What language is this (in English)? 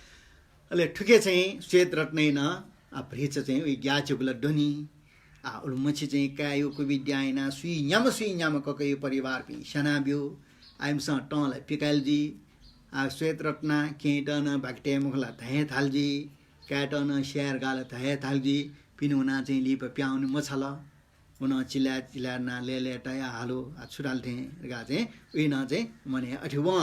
Newari